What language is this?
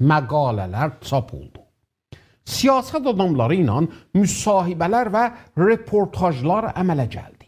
South Azerbaijani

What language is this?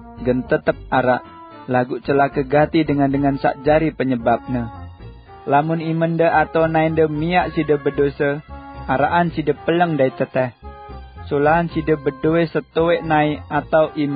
Sasak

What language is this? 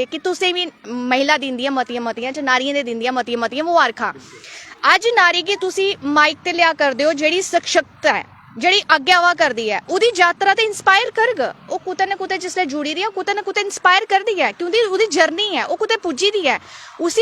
Dogri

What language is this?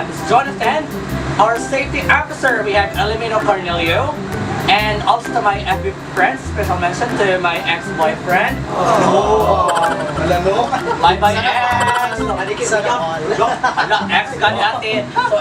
Cebuano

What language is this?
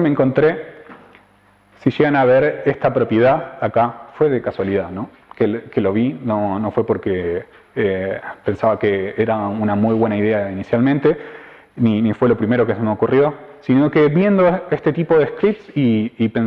Spanish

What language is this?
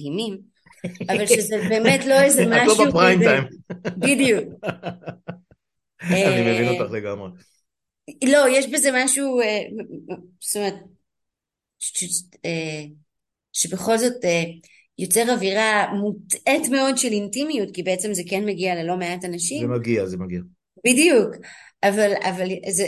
Hebrew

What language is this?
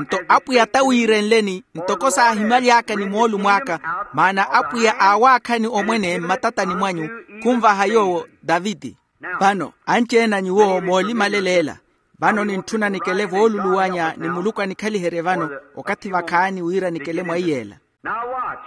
Makhuwa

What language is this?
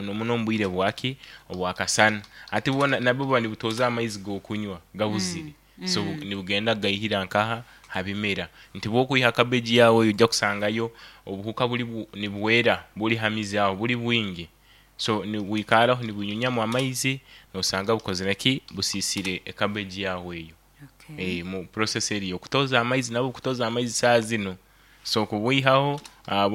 Nyoro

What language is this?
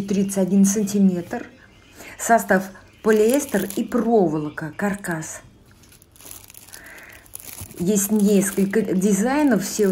Russian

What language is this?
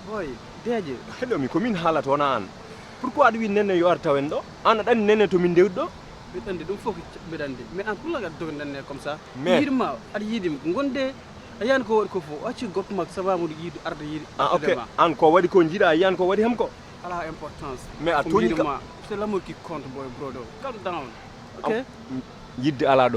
Fula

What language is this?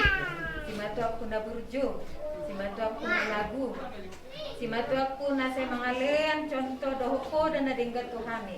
Batak Toba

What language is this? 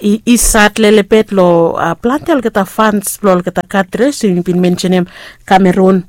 Bislama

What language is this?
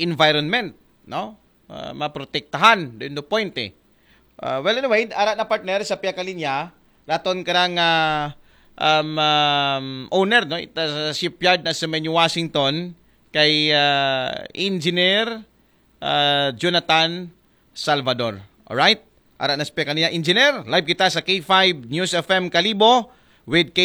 Aklanon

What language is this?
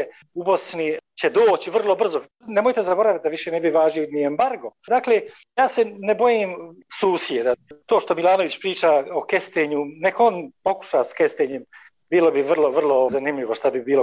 Bosnian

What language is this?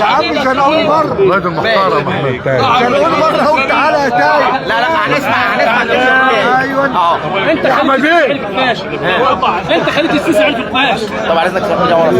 Egyptian Arabic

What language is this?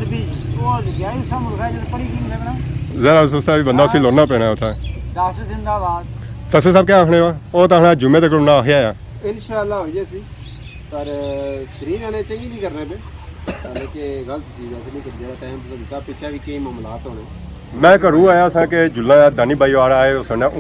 Pahari-Potwari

